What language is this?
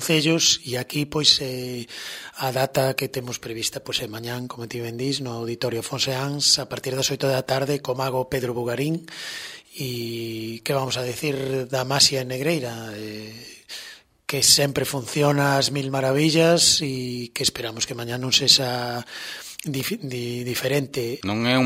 Galician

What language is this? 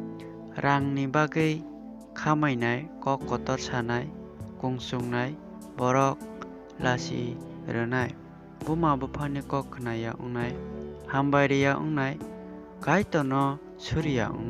Kok Borok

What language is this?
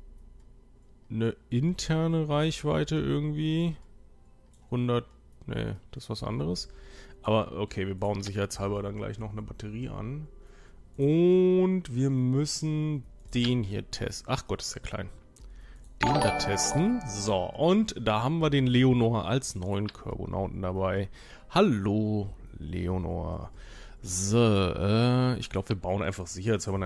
German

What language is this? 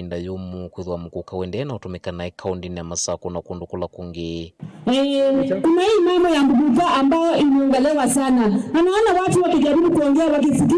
Kamba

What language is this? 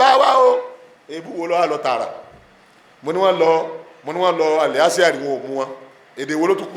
Yoruba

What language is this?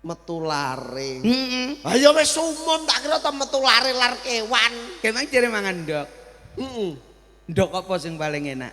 Javanese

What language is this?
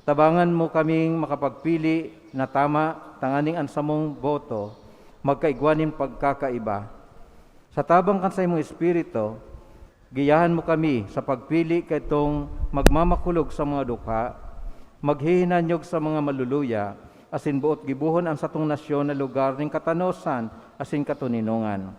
Bikol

